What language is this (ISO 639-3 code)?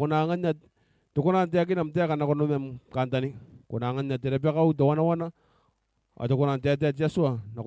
gil